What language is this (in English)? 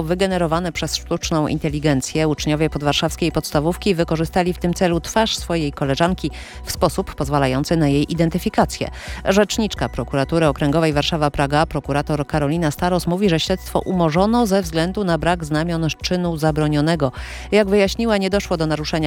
Polish